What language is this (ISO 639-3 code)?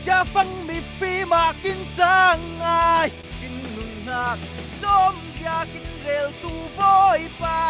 cfm